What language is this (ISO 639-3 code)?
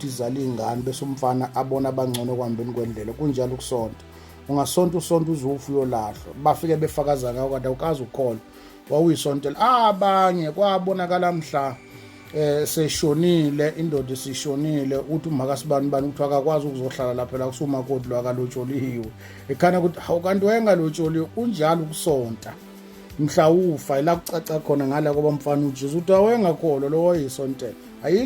zul